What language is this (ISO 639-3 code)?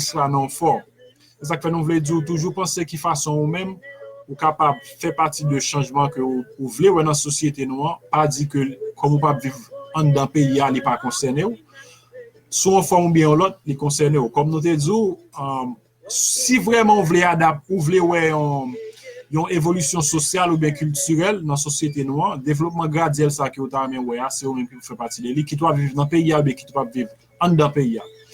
hat